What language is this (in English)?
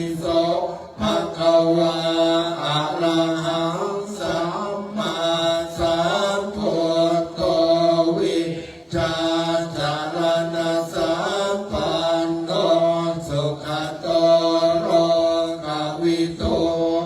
Pali